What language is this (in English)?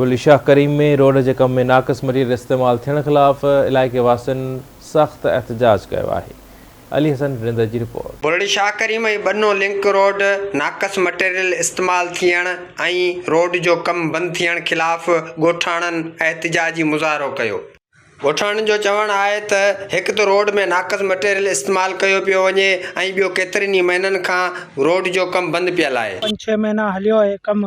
Sindhi